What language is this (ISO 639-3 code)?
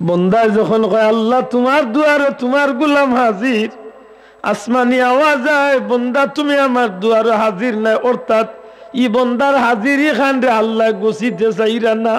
syl